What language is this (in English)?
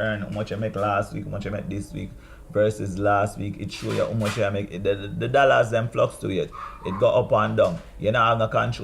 Jamaican Creole English